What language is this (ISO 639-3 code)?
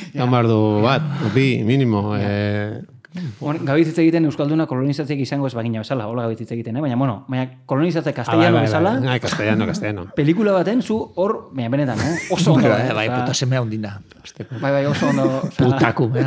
eus